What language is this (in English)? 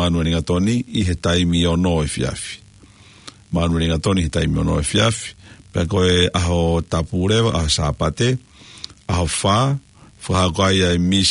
Tongan